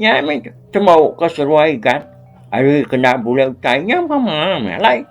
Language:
Iban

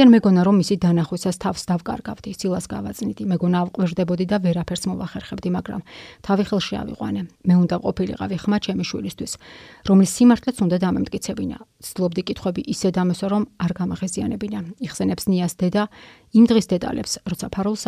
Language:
Georgian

